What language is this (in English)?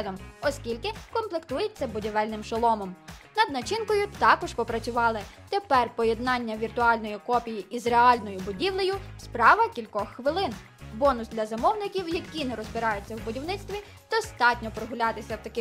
Ukrainian